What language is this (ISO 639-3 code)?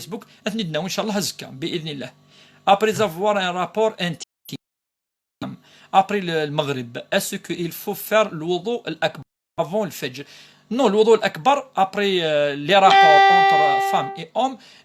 kab